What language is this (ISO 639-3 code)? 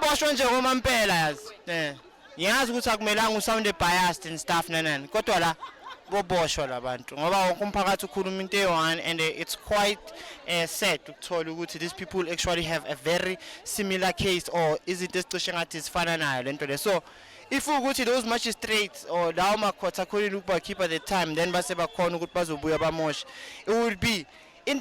zul